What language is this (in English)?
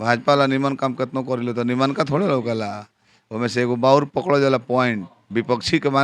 Bhojpuri